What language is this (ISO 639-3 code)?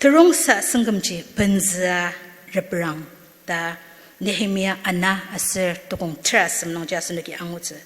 njo